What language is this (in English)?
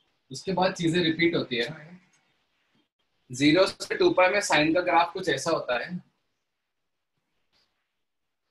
Hindi